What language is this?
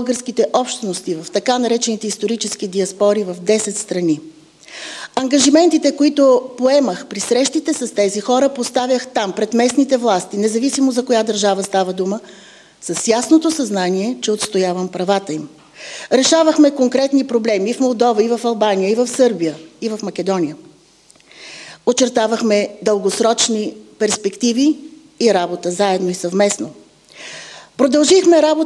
Bulgarian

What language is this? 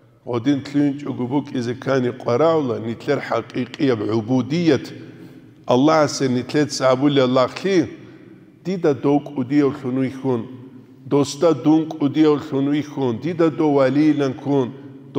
Avaric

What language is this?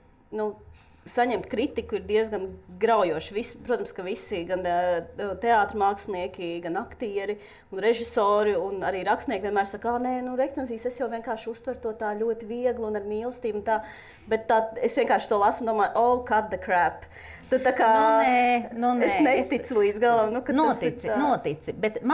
Latvian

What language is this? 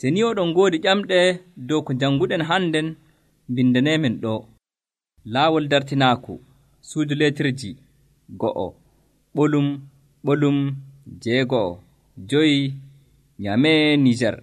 Nigerian Fulfulde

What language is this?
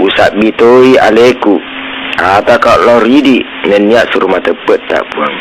Buginese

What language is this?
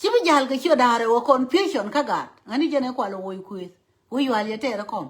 Nuer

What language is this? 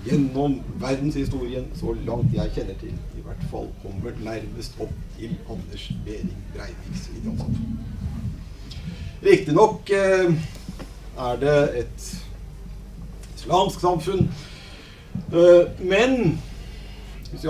Norwegian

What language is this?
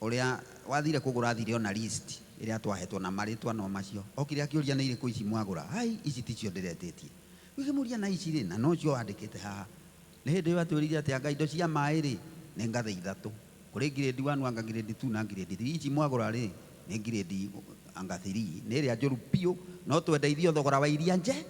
Kikuyu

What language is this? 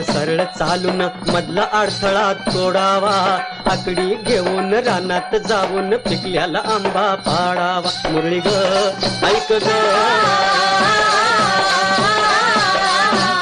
Marathi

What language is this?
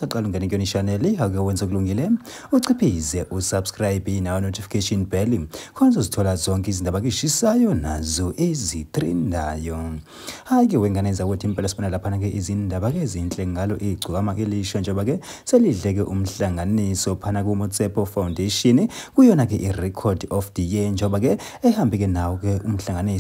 Zulu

